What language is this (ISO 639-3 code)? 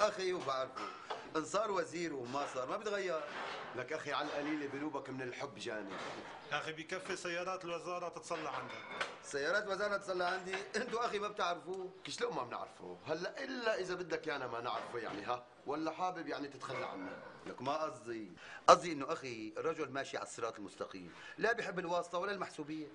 apc